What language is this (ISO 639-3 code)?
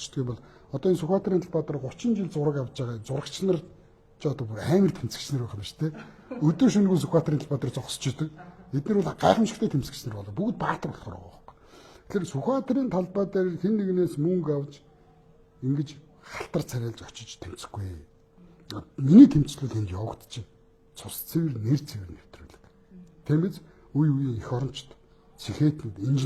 mon